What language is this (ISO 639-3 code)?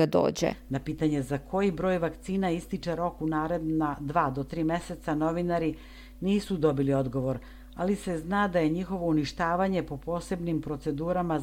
srp